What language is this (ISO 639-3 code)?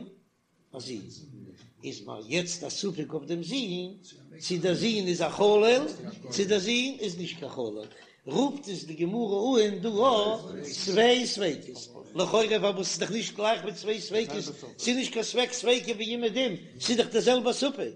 yid